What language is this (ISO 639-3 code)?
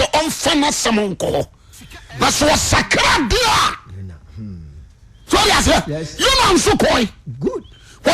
aka